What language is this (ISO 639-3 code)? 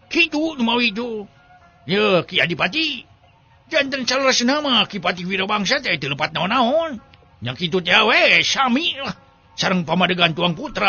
sun